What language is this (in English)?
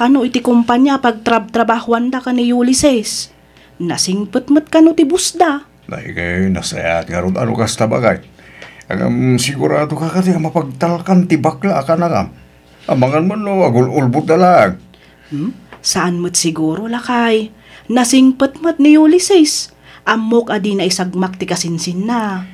Iloko